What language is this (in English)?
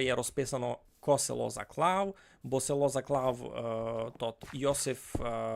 Rusyn